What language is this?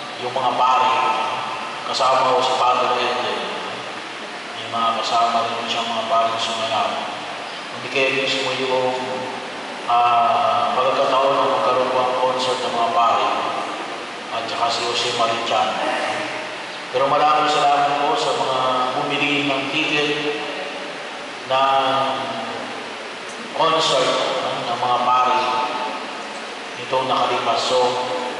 Filipino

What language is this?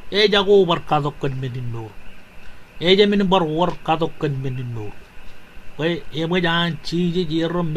Marshallese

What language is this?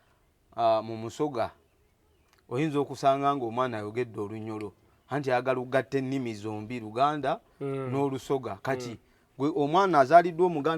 Ganda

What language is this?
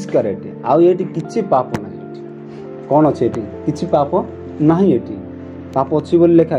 Odia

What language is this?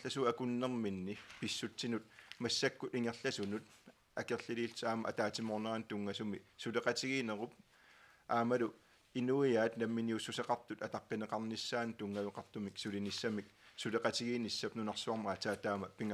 Kalaallisut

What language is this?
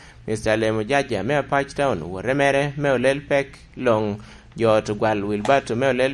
Lango (Uganda)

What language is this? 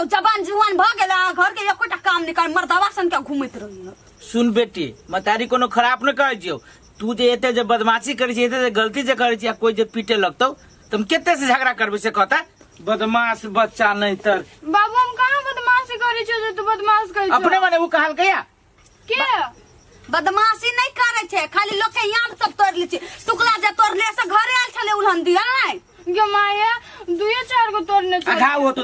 Maithili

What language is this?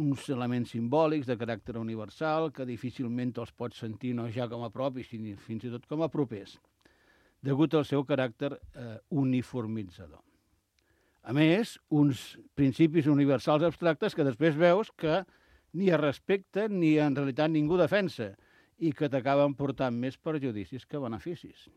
Catalan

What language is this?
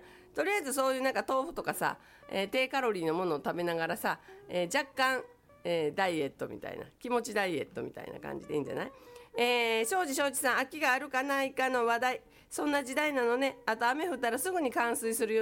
Japanese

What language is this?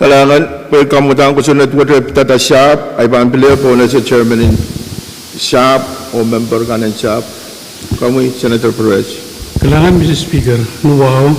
Pohnpeian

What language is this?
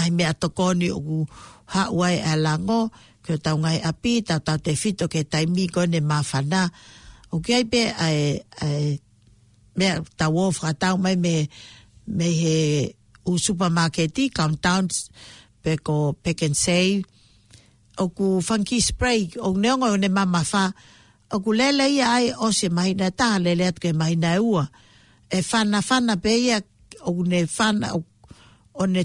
Tongan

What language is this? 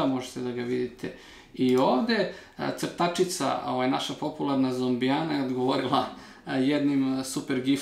Serbian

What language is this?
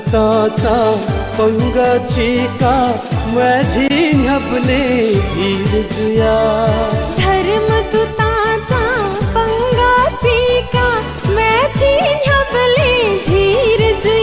Newari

